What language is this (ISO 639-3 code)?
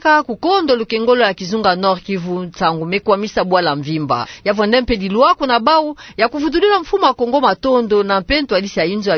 ktu